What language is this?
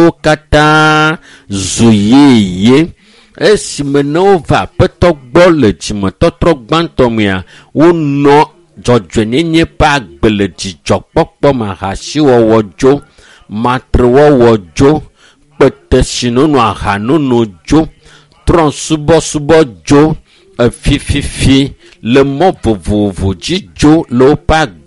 Ewe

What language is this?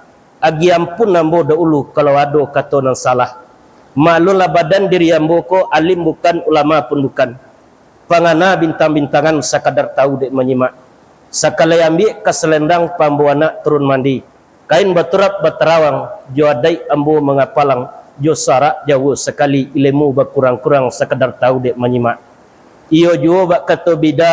Minangkabau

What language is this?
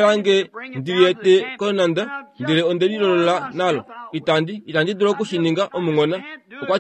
Kuanyama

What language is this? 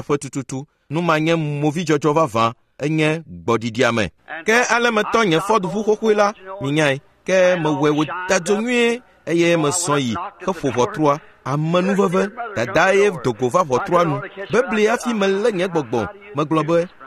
Ewe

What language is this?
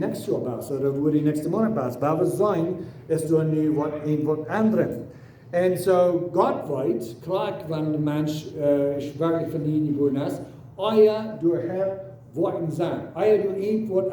Plautdietsch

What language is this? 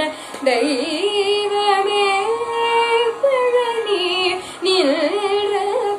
Tamil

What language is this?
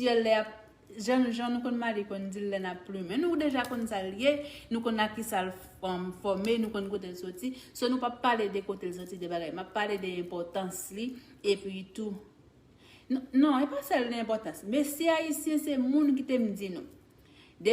Haitian Creole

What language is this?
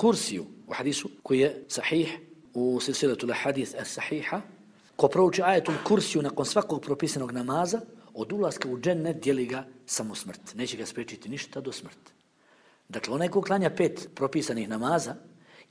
Bosnian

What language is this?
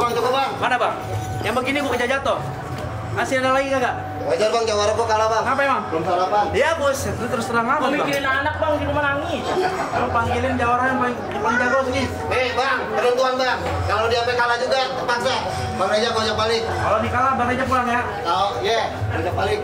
Betawi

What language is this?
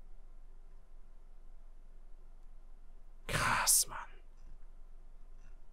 German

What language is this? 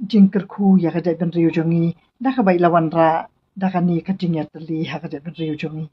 Khasi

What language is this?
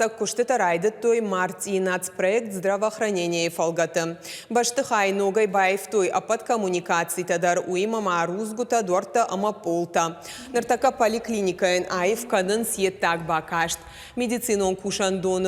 Ossetic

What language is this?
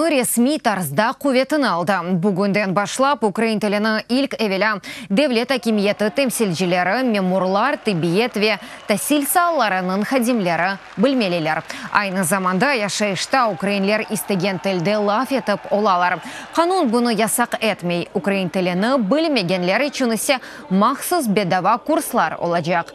Crimean Tatar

